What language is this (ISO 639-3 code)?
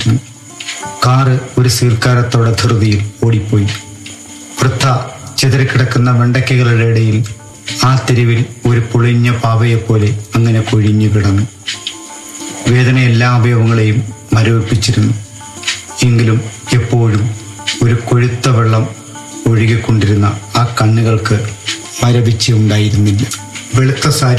mal